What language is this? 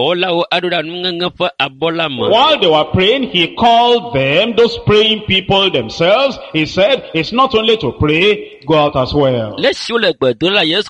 Ewe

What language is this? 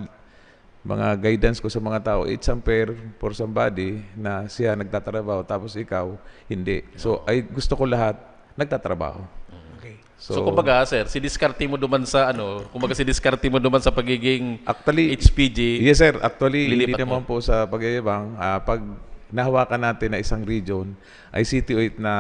Bikol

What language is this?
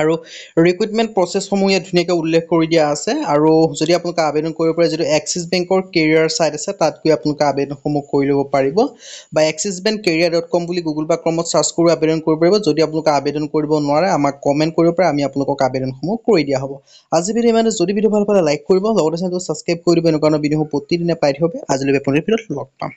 Assamese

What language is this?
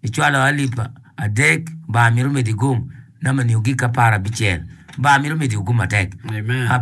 Acoli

